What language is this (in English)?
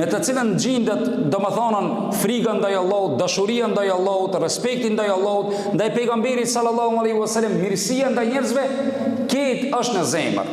Albanian